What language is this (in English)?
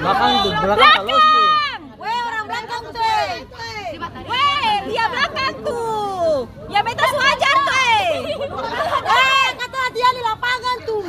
Ambonese Malay